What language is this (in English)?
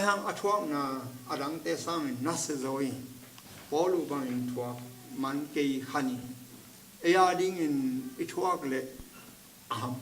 Tedim Chin